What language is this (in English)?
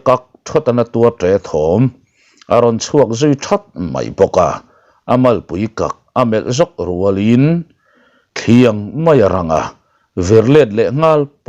Mizo